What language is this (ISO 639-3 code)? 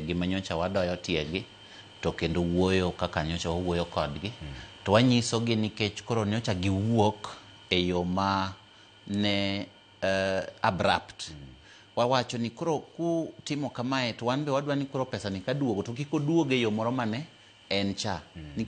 luo